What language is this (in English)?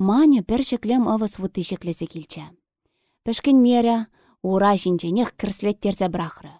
Chuvash